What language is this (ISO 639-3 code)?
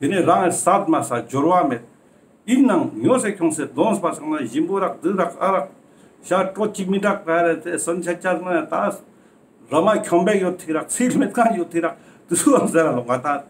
lbj